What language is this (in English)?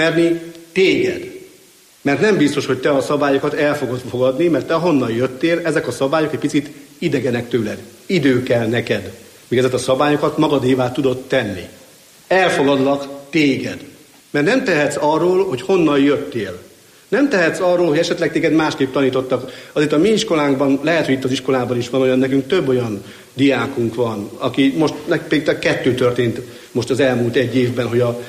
Hungarian